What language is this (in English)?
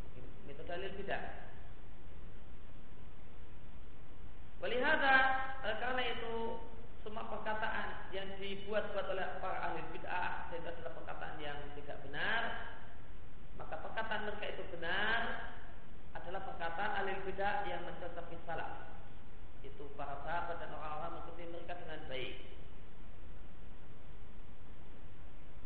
Indonesian